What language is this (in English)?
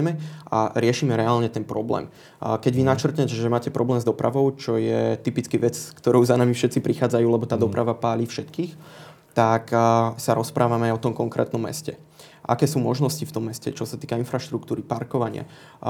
Slovak